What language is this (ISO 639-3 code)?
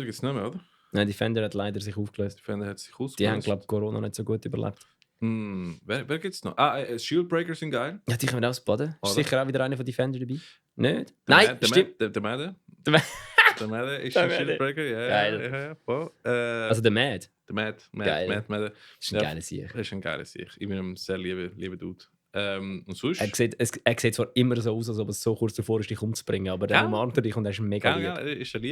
gsw